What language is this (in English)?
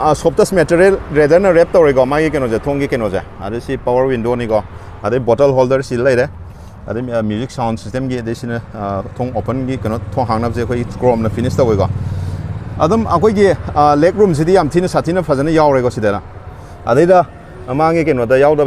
Manipuri